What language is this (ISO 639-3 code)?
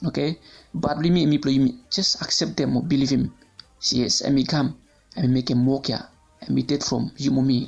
bis